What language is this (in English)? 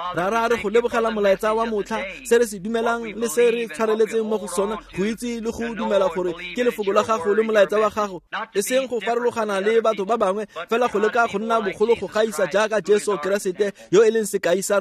Tswana